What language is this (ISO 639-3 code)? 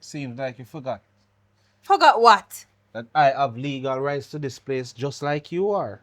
jam